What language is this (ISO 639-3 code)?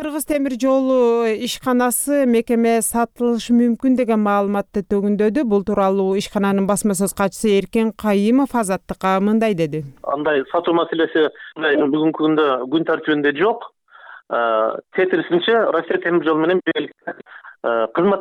kir